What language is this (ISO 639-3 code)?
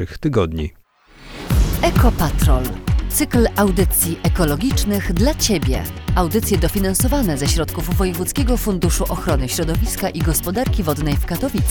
pol